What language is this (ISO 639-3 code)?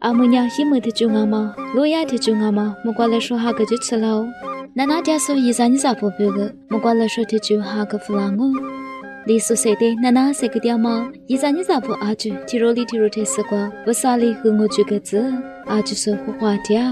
lis